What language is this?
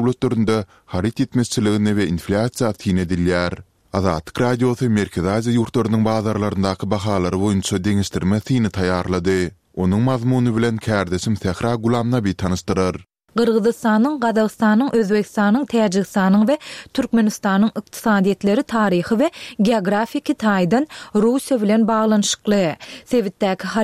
Turkmen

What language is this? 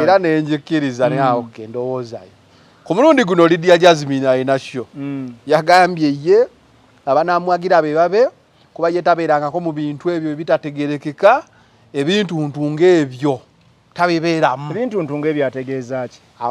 Ganda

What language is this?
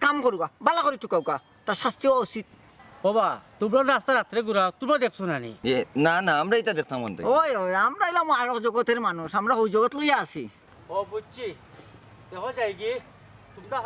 Sylheti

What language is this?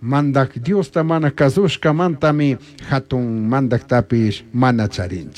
Chimborazo Highland Quichua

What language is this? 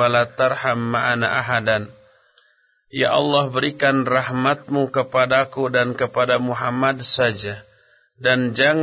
Indonesian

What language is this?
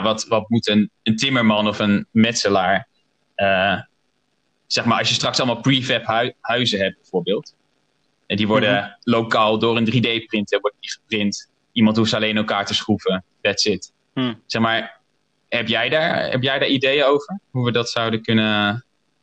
Dutch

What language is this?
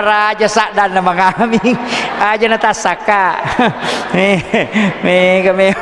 Buginese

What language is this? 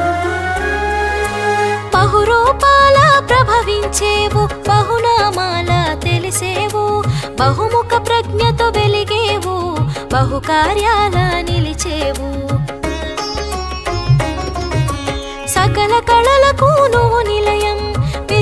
Telugu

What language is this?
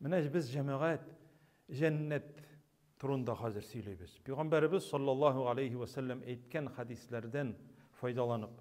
Tatar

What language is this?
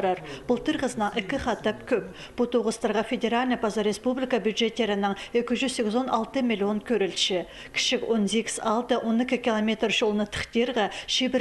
Khakas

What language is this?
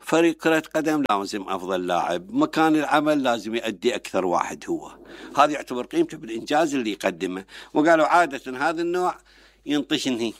Mesopotamian Arabic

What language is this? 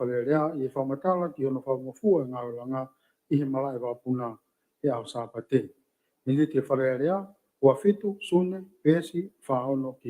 Tongan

